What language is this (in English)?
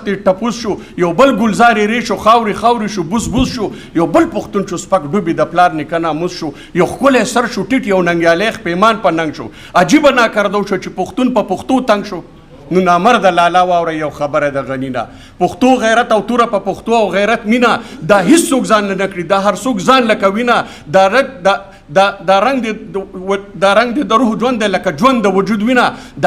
Pashto